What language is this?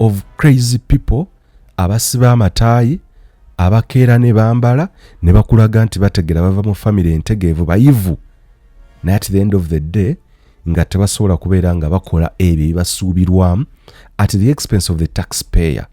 Ganda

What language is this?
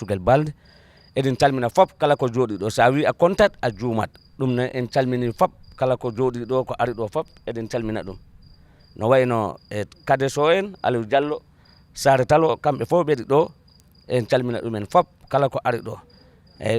Fula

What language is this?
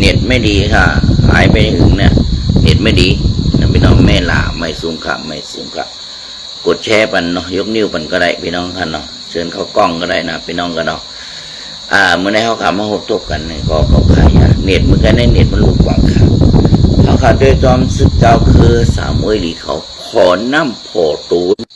Shan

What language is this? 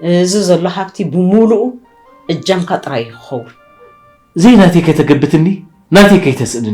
Tigrinya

